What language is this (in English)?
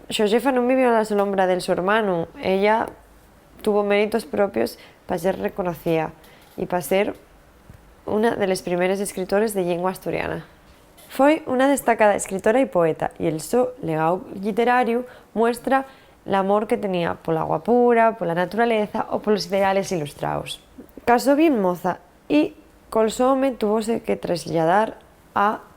Asturian